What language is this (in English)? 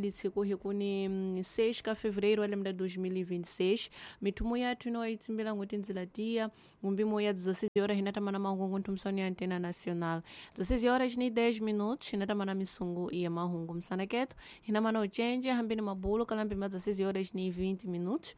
Tsonga